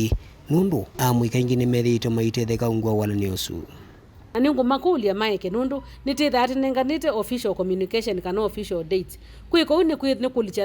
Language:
Kamba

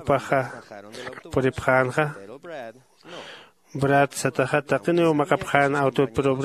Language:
Aymara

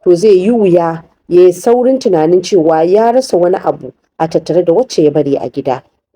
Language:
Hausa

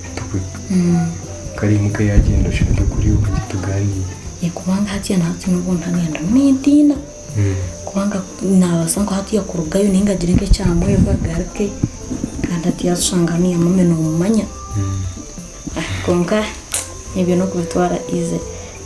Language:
Nyankole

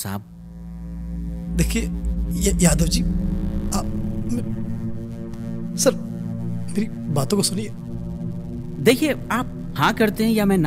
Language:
Hindi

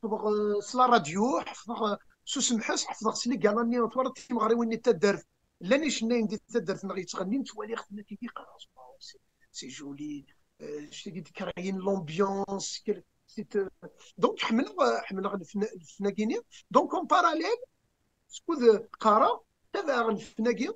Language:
Kabyle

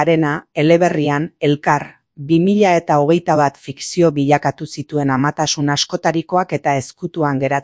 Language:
Basque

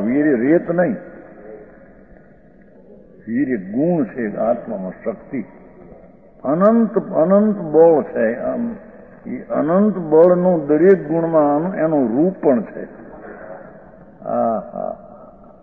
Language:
Gujarati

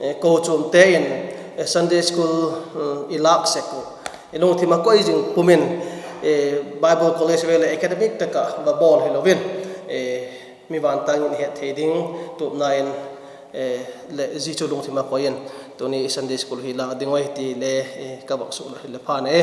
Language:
Vaiphei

